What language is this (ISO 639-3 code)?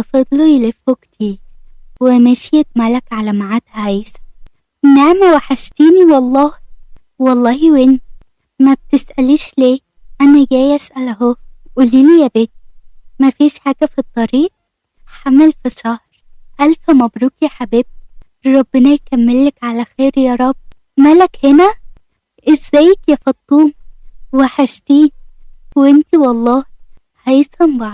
arz